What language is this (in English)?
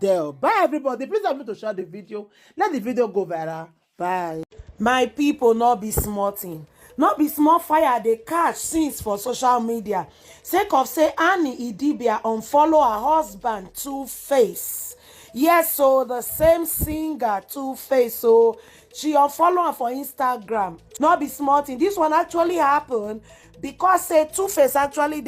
Nigerian Pidgin